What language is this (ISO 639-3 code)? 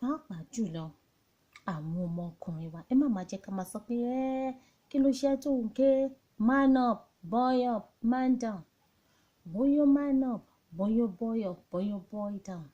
yor